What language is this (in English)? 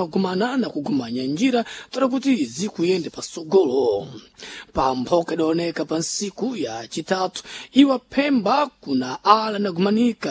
Sena